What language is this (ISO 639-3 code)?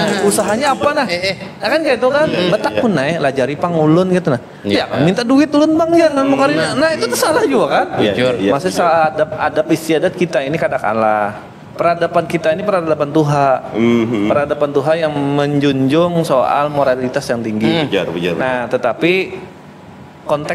bjn